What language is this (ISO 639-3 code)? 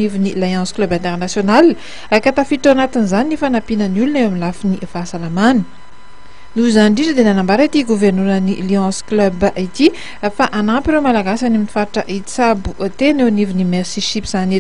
mlg